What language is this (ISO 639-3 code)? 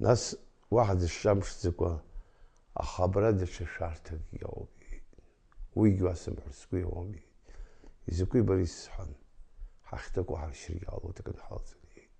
abk